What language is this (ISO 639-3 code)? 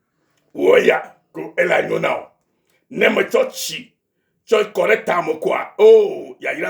ewe